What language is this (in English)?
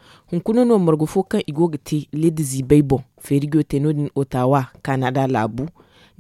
Zarma